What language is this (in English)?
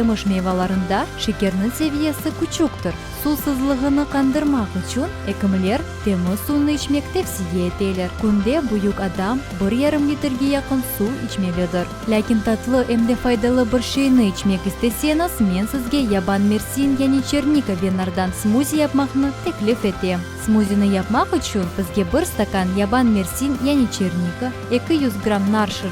Crimean Tatar